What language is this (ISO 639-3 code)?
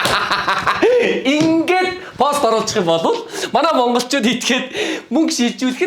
mon